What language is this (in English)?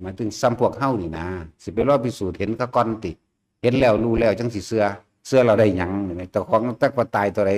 Northeastern Thai